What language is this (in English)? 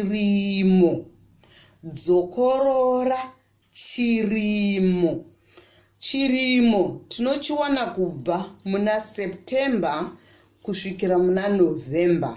Shona